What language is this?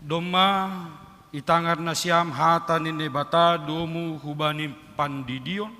Batak Simalungun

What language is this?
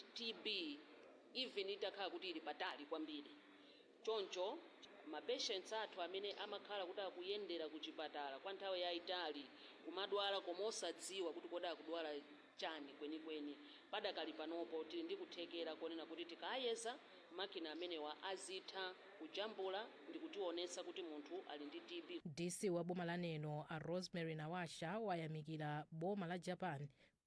Nyanja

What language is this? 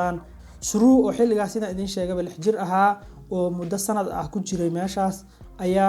Somali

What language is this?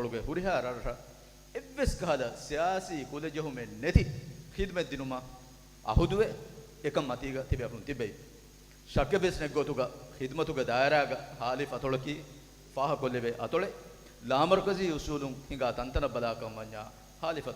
Divehi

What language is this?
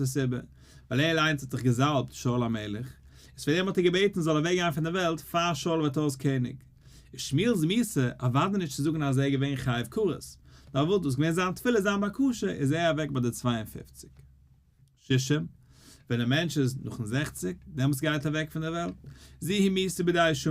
Yiddish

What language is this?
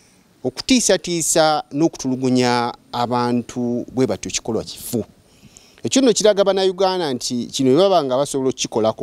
Ganda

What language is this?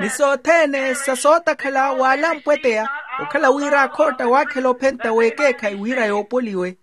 Makhuwa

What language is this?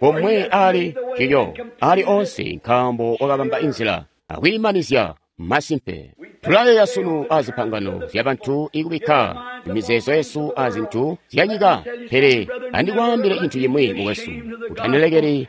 Tonga (Zambia)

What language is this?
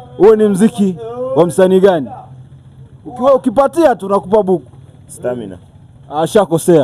Swahili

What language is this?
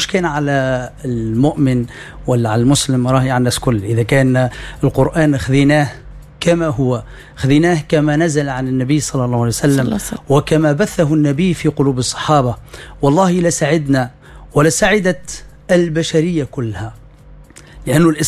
Tunisian Arabic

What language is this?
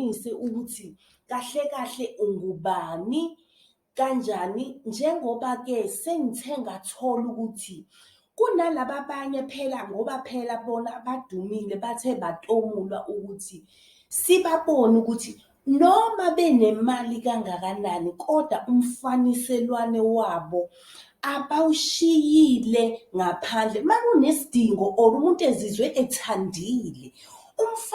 Zulu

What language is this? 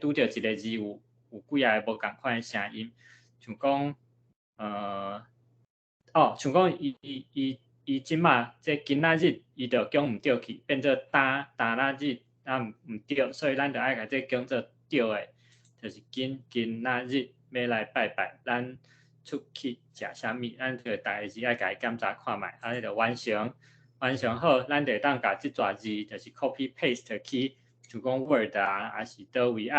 Min Nan Chinese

